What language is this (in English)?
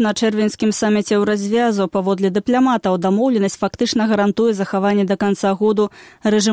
Belarusian